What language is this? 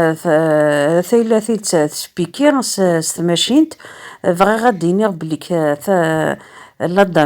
Kabyle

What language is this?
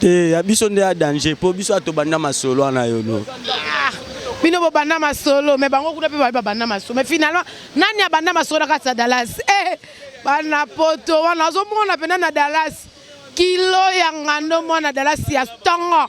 Lingala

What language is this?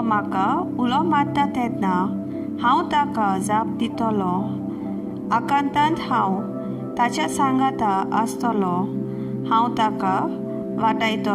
Konkani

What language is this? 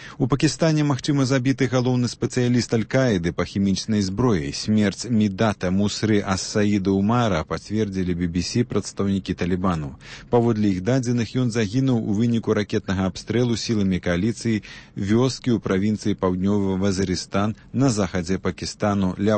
Belarusian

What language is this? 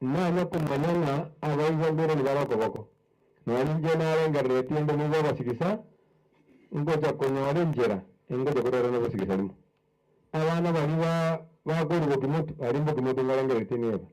Gusii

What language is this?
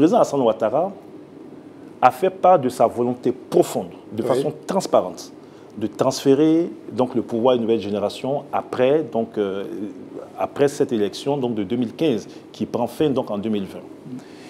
French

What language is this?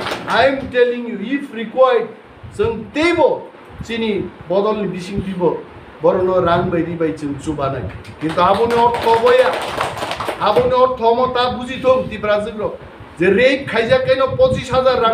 Riang (India)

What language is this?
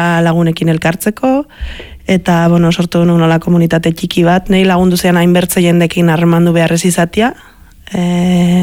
Basque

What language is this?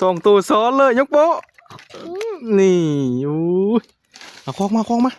Northeastern Thai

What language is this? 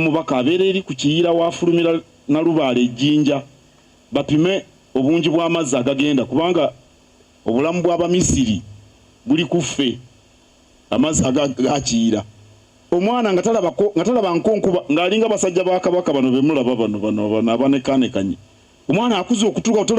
Ganda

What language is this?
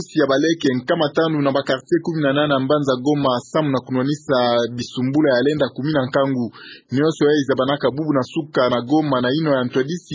Kituba (Democratic Republic of Congo)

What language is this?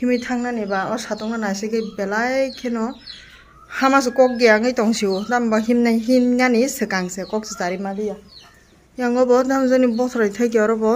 Kok Borok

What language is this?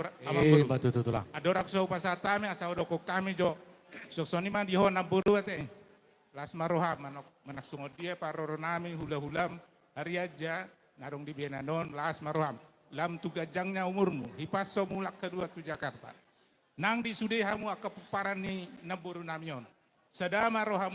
Batak Toba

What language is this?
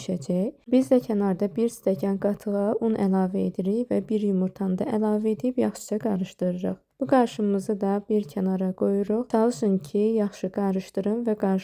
Azerbaijani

